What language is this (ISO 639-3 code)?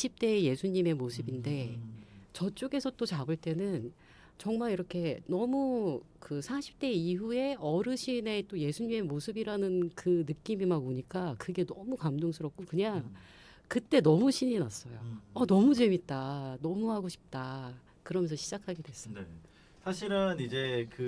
kor